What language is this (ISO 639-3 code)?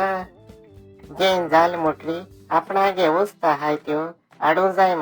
kok